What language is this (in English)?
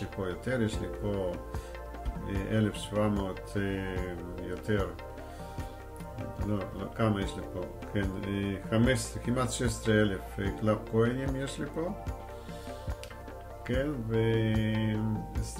Hebrew